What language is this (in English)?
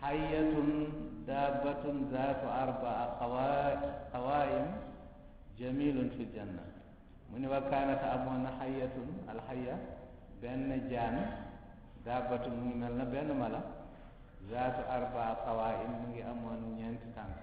Wolof